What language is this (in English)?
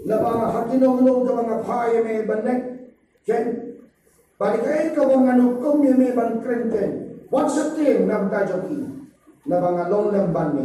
Khasi